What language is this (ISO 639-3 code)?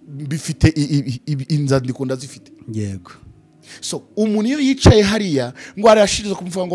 kin